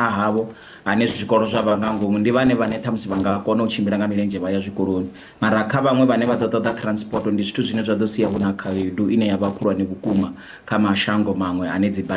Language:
Venda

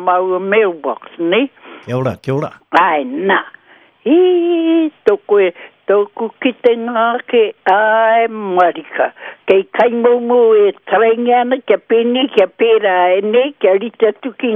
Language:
Māori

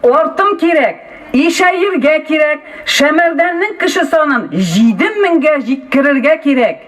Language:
Tatar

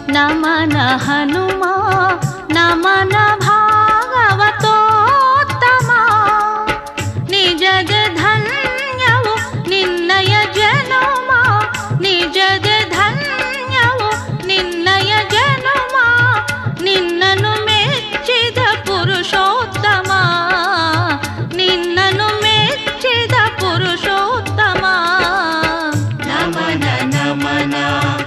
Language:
Kannada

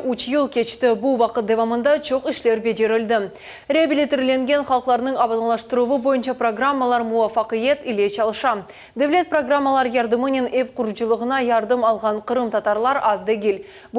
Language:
Crimean Tatar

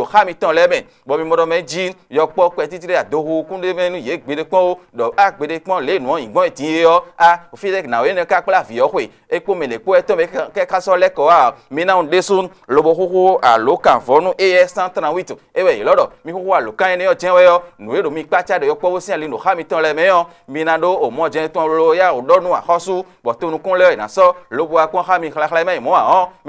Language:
Fon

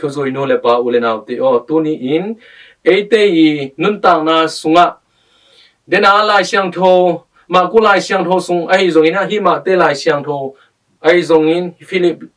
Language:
Tedim Chin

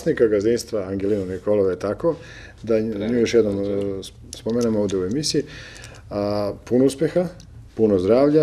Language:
Serbian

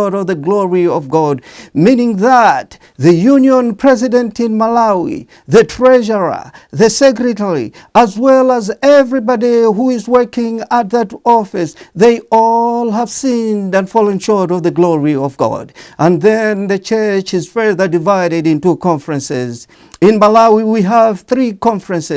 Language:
English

